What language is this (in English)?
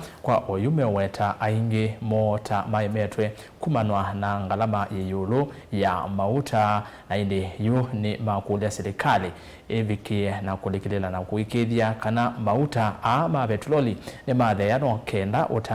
Kamba